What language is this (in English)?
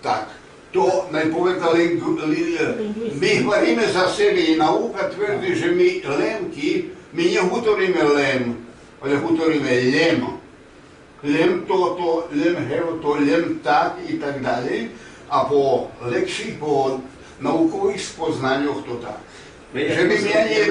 Rusyn